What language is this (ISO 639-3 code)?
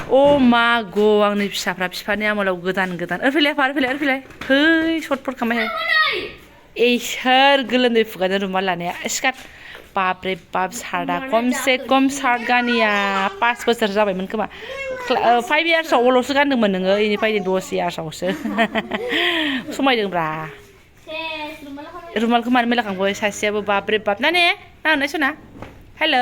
brx